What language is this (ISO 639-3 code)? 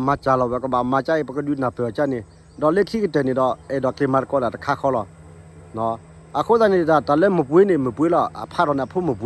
ksw